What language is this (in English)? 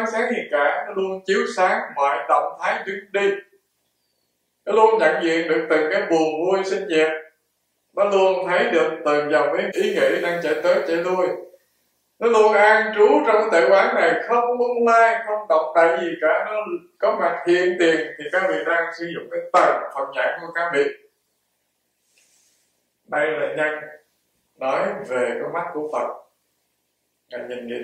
Vietnamese